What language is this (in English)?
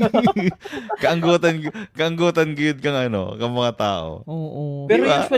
Bikol